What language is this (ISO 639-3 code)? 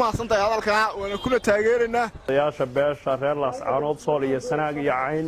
som